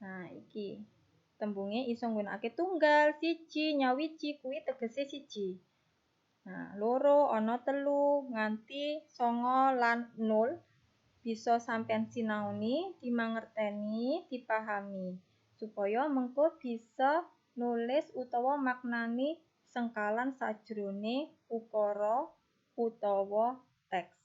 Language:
Javanese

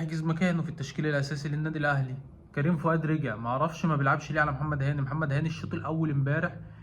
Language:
Egyptian Arabic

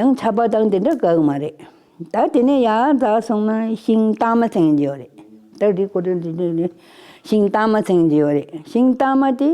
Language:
Tibetan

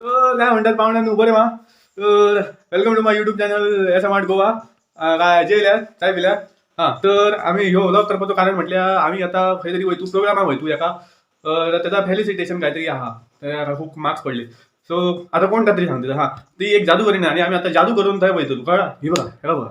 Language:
Konkani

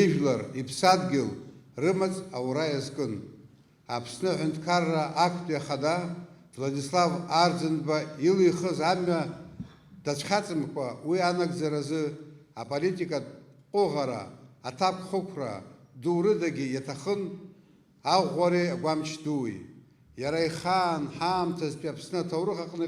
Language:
Abkhazian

